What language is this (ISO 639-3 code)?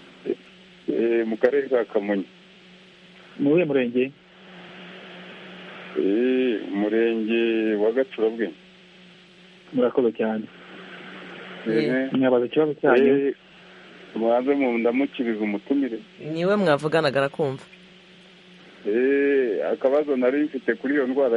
kin